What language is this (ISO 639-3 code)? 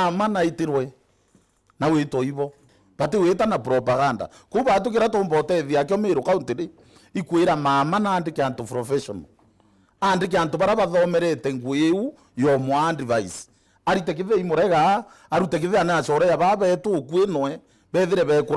mer